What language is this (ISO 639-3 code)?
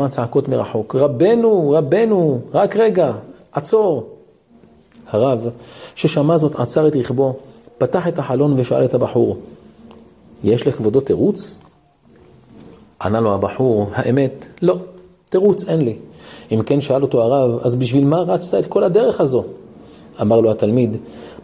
heb